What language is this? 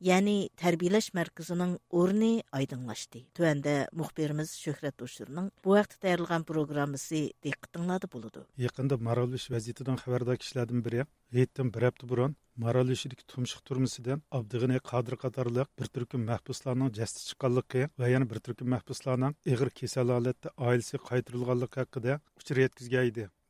Uyghur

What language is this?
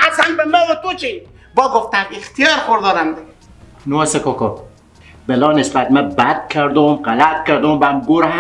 Persian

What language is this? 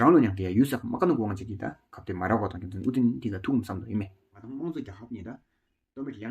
Tawang Monpa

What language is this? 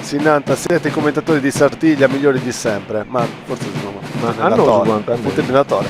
Sardinian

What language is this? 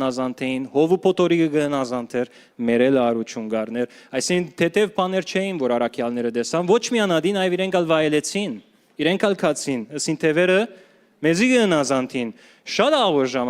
Western Armenian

